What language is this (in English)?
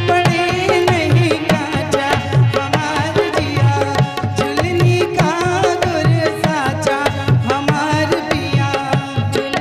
Bhojpuri